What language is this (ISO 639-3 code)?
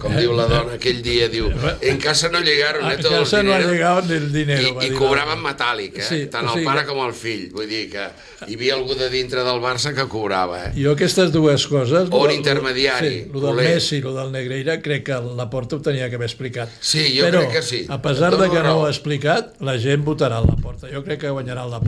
cat